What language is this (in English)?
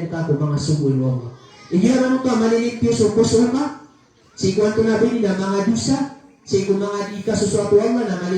Maranao